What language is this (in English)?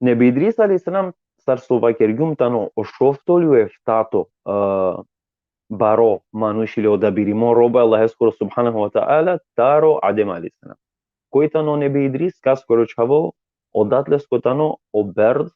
Balkan Romani